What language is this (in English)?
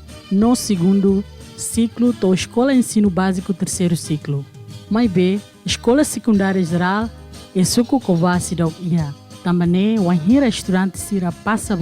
Tetum